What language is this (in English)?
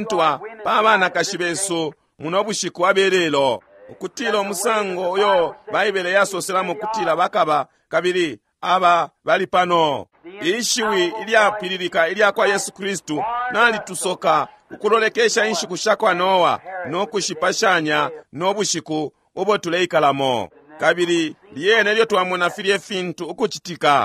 Bemba